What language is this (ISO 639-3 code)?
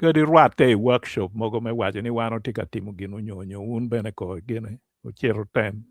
ach